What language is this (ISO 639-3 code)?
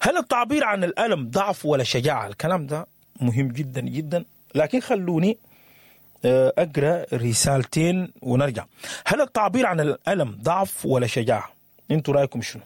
apd